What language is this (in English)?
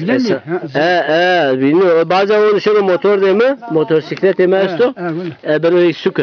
Zaza